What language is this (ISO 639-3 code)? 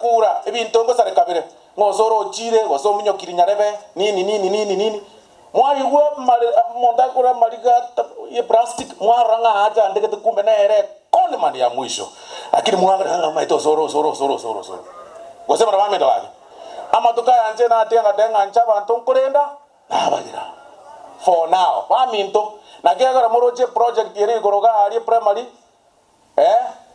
guz